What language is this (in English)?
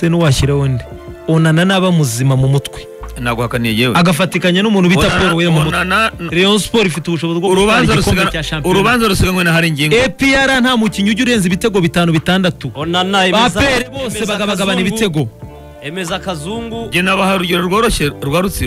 Kinyarwanda